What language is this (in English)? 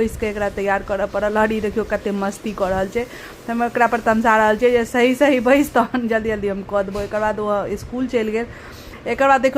Maithili